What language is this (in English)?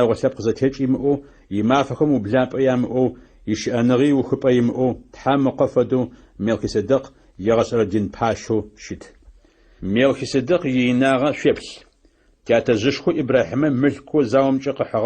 Adyghe